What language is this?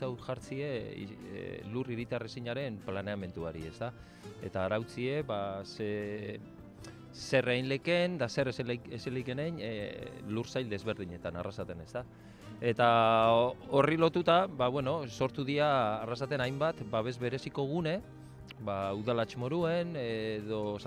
Basque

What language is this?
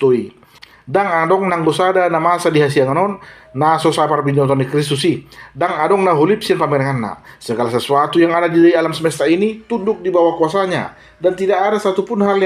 Batak Toba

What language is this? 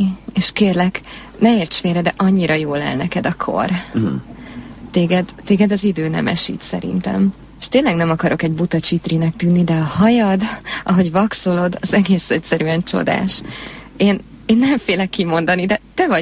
Hungarian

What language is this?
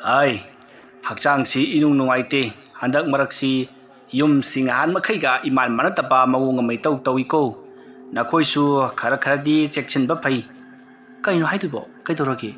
Manipuri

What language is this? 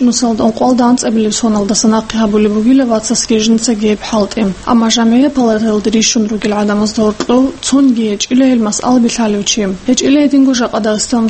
Avaric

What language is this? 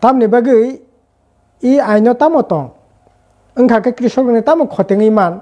Kok Borok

